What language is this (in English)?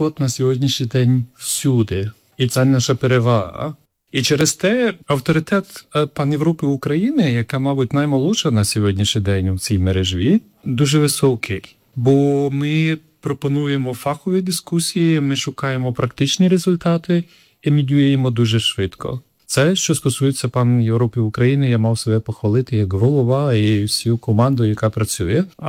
Ukrainian